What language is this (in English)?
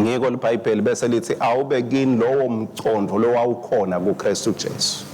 Swati